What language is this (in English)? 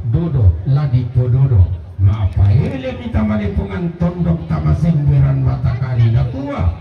Toraja-Sa'dan